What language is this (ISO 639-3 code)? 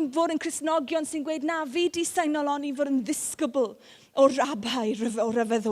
cym